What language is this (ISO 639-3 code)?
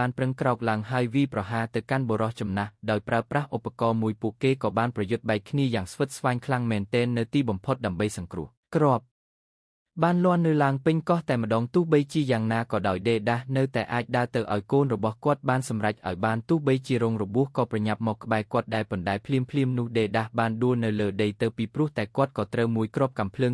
khm